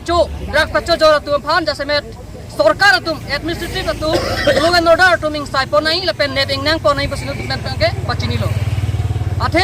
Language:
Karbi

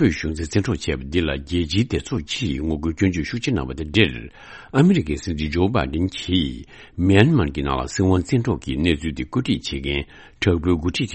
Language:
Tibetan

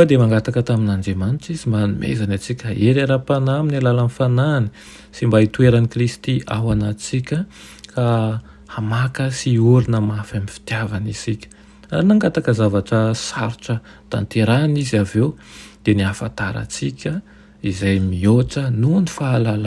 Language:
Malagasy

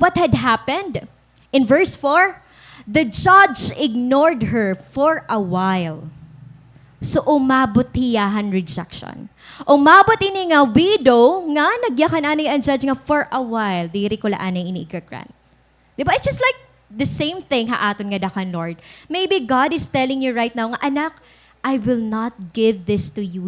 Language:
Waray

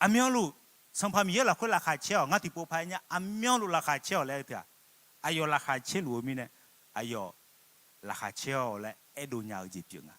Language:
Akha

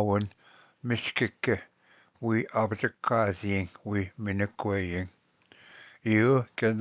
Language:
Ojibwa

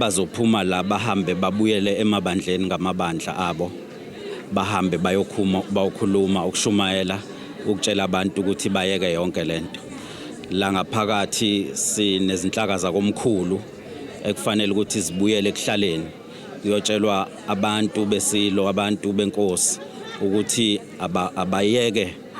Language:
Zulu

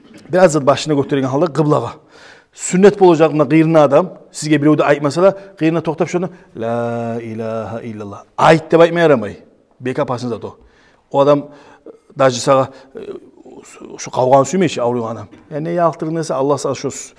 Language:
Kumyk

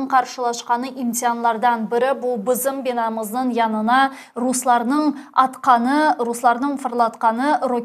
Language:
Crimean Tatar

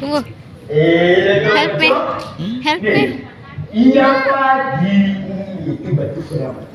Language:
Buginese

